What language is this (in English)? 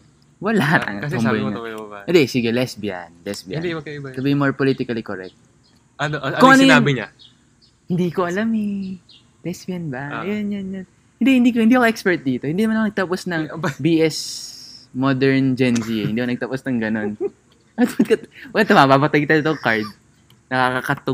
Filipino